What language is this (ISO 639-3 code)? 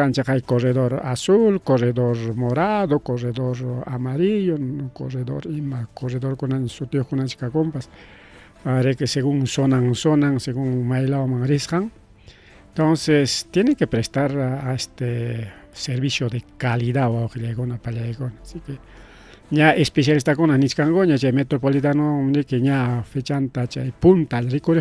quy